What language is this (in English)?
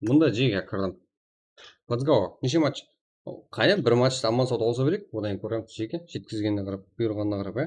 Kara-Kalpak